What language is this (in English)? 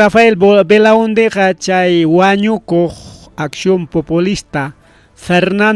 Ayacucho Quechua